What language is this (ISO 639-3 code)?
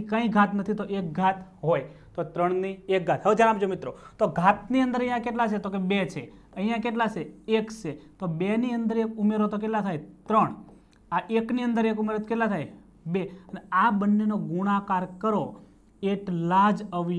guj